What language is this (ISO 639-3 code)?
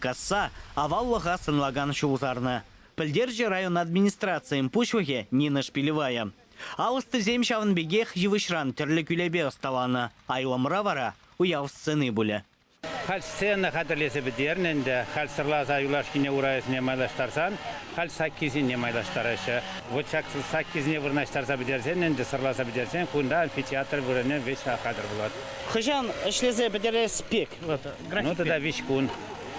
chv